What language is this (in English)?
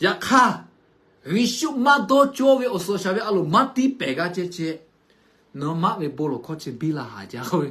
Lahu